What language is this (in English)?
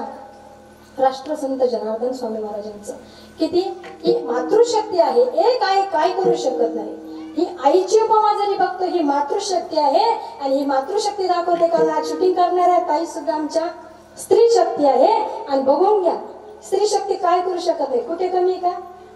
Marathi